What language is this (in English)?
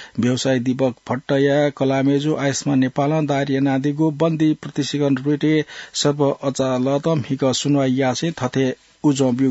Newari